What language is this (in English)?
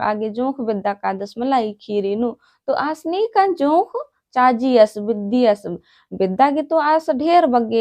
Kurukh